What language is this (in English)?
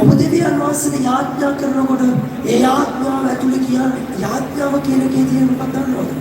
Sinhala